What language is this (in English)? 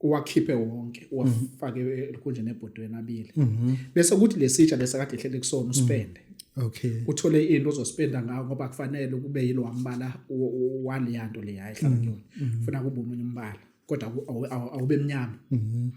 Zulu